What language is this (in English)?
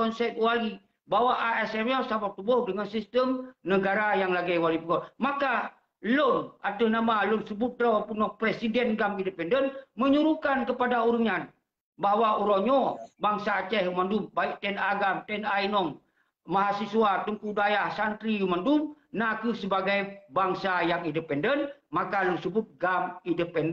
Achinese